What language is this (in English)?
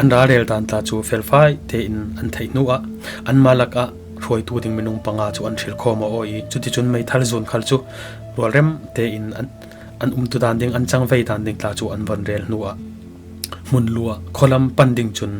Falam Chin